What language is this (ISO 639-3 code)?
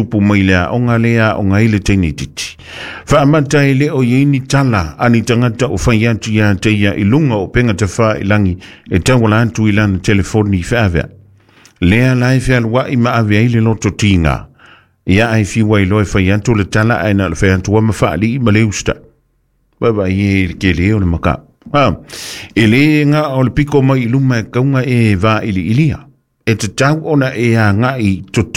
smo